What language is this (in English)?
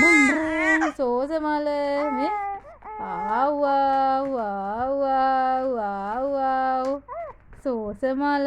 Sinhala